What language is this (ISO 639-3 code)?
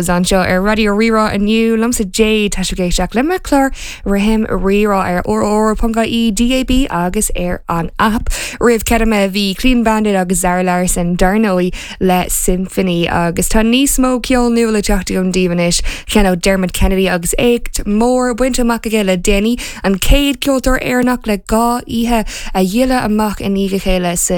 gle